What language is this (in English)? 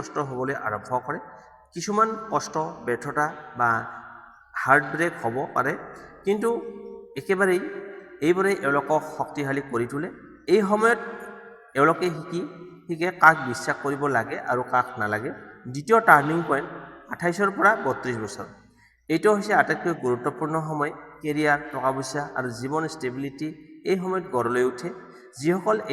Assamese